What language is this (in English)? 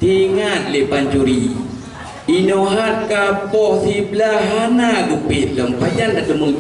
Achinese